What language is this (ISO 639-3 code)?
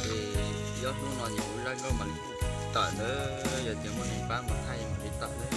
hmn